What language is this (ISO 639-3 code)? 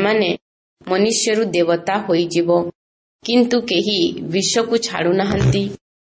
ori